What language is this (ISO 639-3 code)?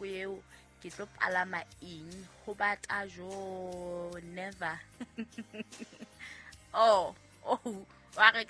sot